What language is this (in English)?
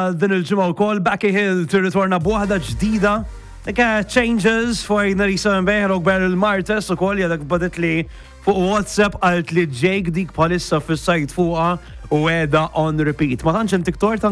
Maltese